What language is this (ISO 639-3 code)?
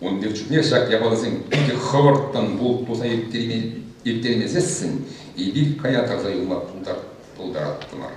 chv